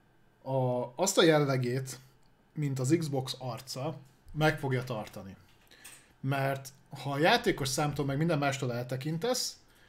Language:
Hungarian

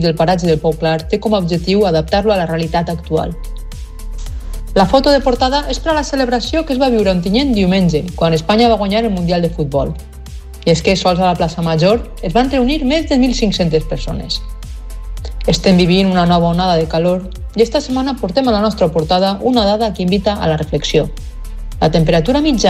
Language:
Catalan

